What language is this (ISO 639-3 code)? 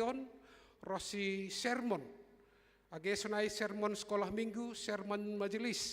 bts